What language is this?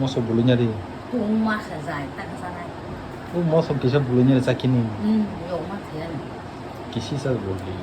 Kok Borok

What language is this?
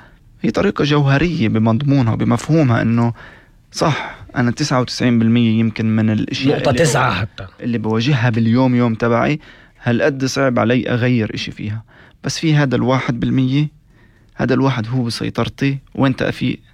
North Levantine Arabic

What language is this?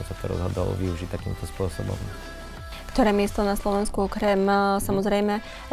Slovak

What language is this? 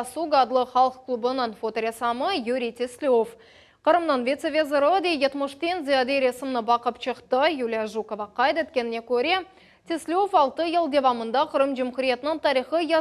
Crimean Tatar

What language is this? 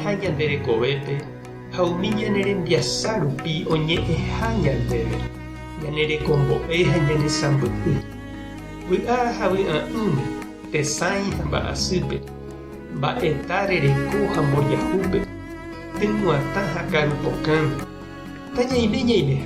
Guarani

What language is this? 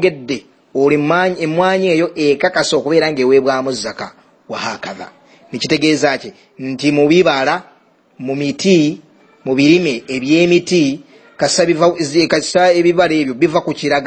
Ganda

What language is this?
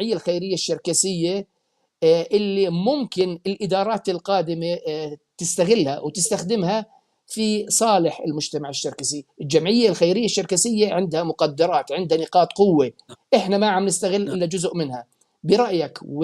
North Levantine Arabic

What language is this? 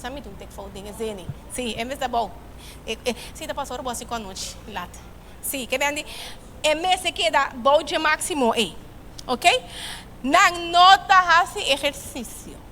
Papiamento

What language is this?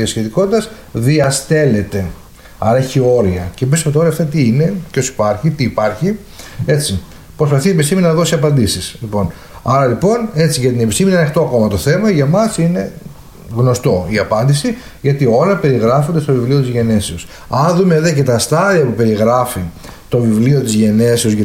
Greek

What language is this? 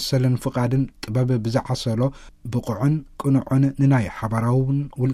Tigrinya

